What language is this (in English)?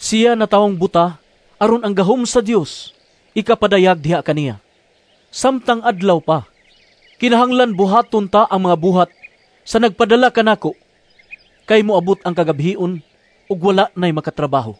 Cebuano